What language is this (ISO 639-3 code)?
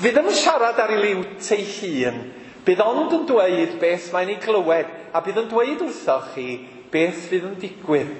cym